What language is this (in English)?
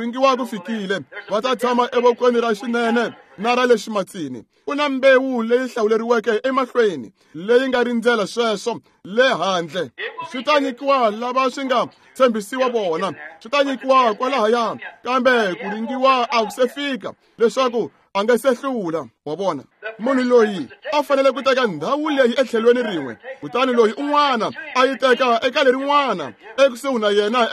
Tsonga